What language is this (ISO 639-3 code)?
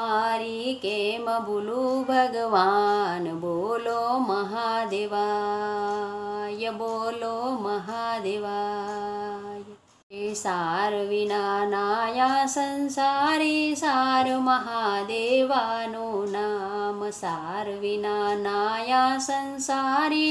guj